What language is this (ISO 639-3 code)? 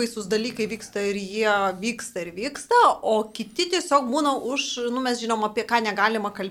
lit